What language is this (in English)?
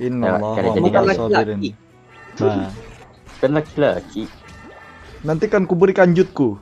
Banjar